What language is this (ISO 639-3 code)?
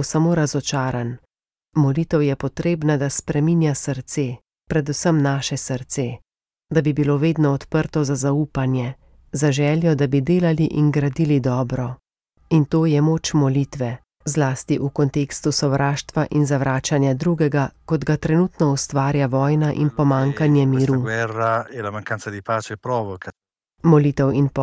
slv